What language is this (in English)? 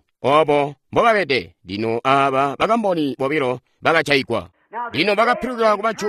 Tonga (Zambia)